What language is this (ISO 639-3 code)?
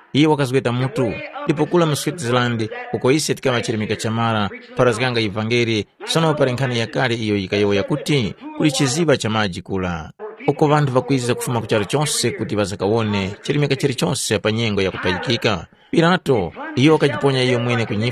tum